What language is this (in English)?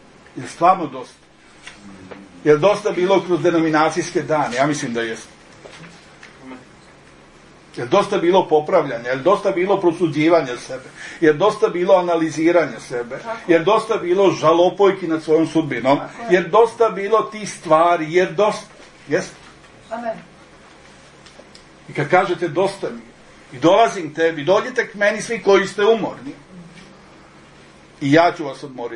Serbian